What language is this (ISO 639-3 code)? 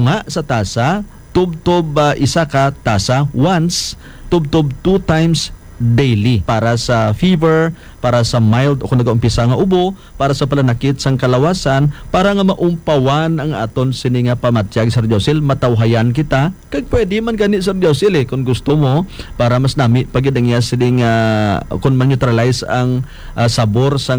hil